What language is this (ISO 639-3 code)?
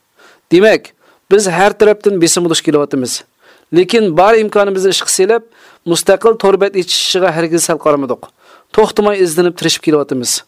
uig